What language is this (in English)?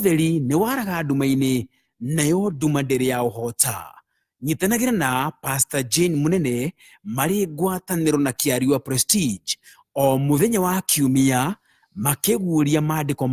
Kikuyu